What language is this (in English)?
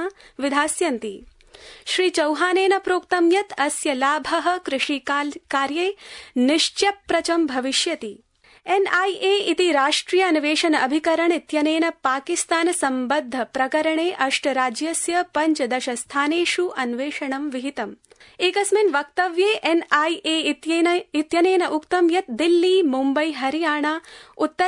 Sanskrit